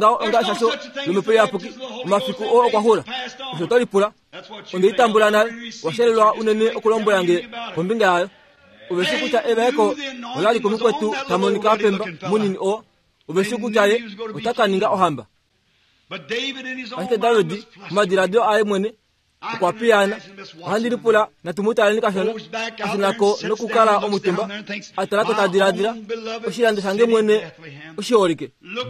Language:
Kuanyama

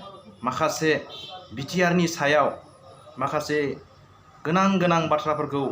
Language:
Bodo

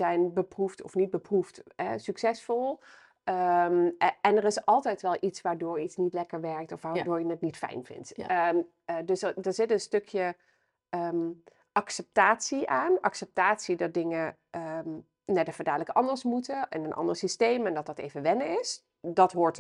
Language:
Dutch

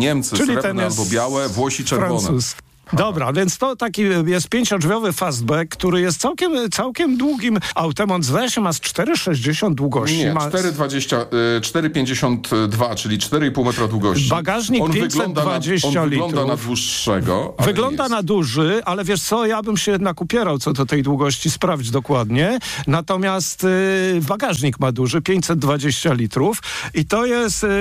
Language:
Polish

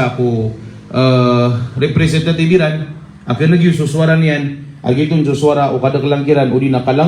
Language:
Maranao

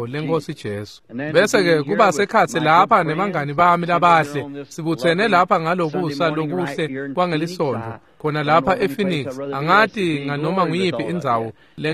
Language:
Swati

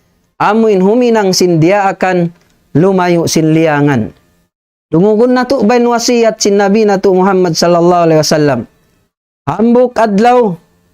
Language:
Tausug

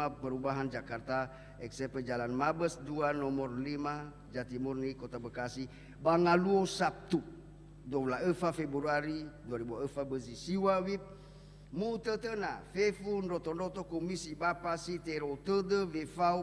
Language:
Nias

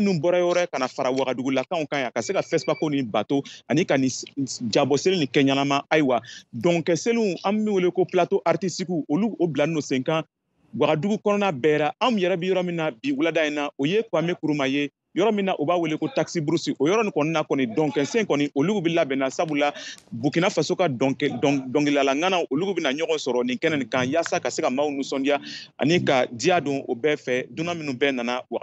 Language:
Bambara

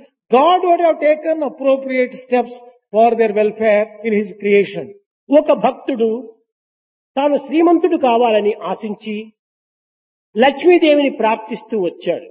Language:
Telugu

